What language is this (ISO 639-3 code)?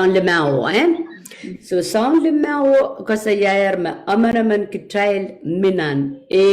pon